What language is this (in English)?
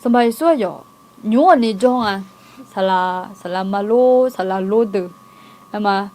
Akha